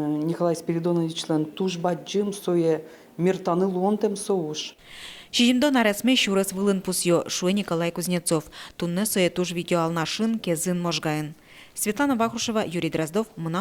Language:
Udmurt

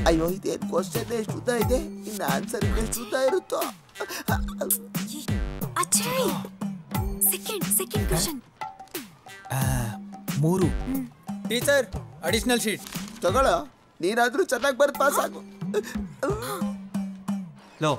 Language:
Kannada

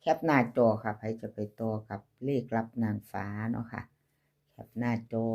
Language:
Northeastern Thai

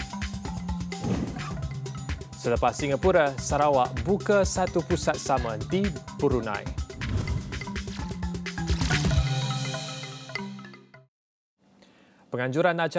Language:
Malay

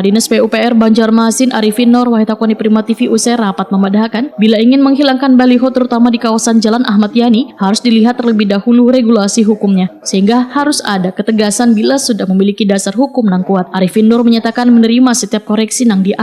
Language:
Banjar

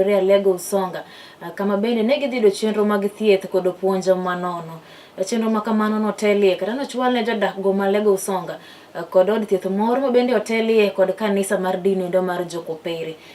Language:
Luo (Kenya and Tanzania)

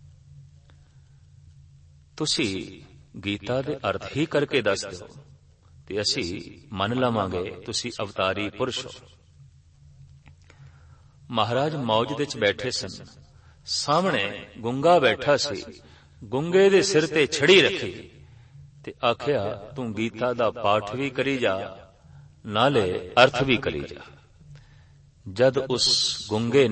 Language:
Punjabi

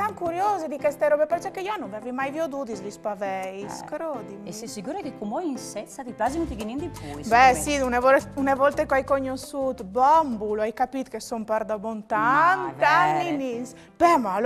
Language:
Friulian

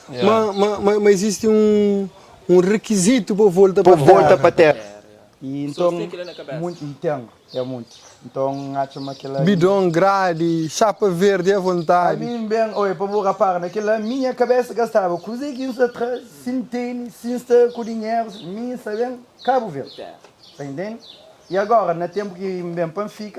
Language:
Kabuverdianu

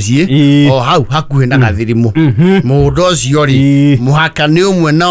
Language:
Kikuyu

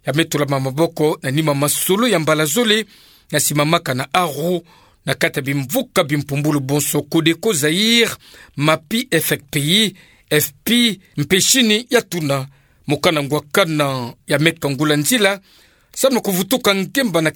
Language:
Kituba (Democratic Republic of Congo)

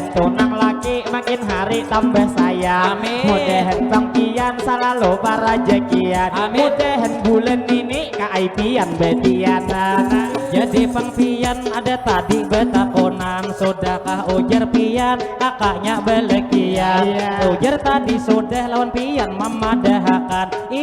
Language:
Banjar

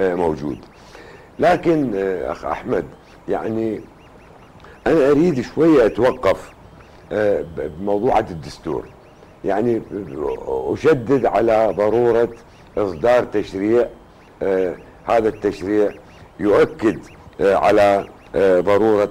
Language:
Arabic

